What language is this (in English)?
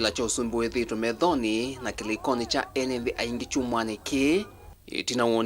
Kamba